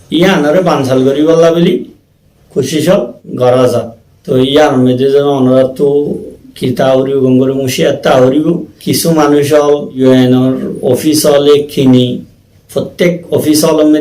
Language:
Rohingya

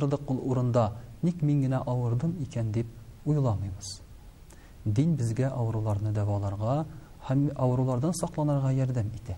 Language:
Tatar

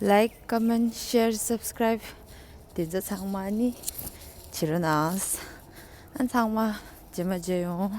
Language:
Tibetan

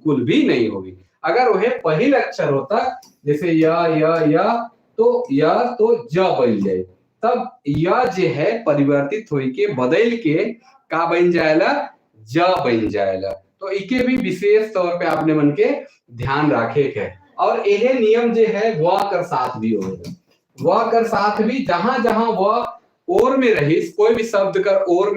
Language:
Sadri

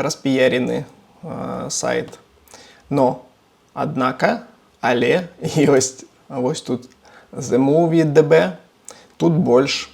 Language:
Belarusian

